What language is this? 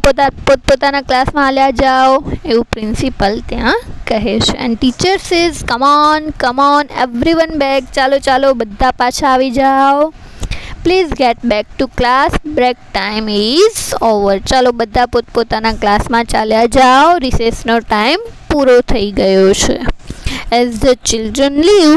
Gujarati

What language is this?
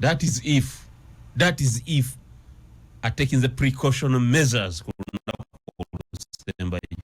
Ganda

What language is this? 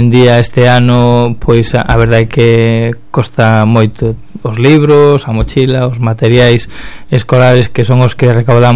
Galician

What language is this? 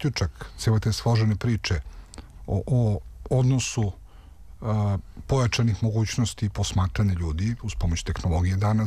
Serbian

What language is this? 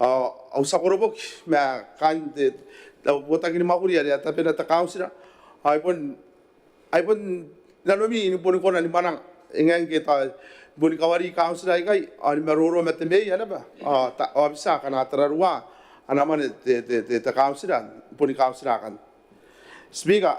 Gilbertese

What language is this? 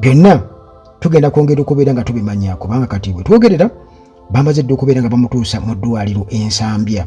Ganda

